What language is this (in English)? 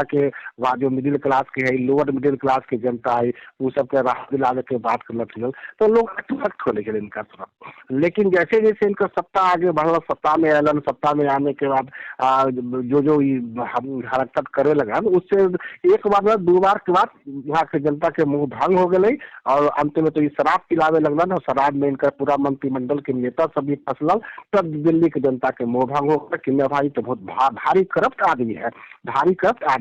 Magahi